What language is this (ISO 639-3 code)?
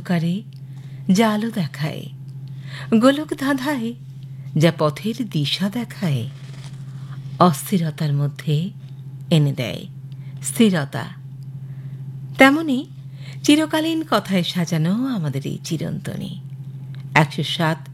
ben